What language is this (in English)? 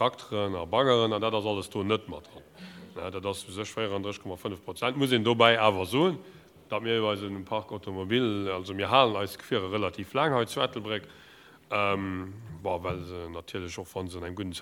Luxembourgish